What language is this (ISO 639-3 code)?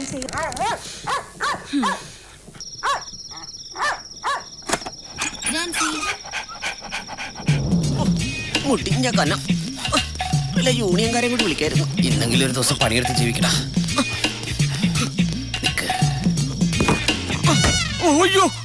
mal